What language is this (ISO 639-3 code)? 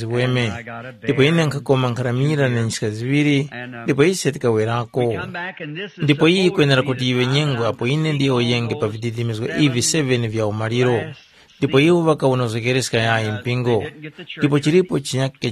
tum